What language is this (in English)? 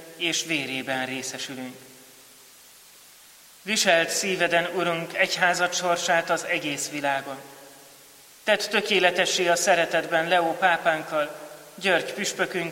Hungarian